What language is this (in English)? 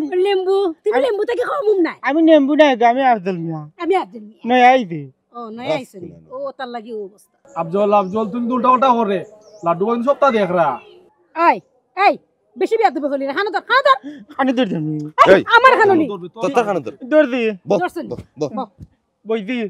Sylheti